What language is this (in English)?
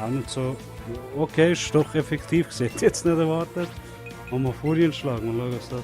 Swiss German